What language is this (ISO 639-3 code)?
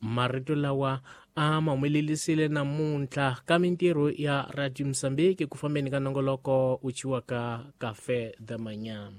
tso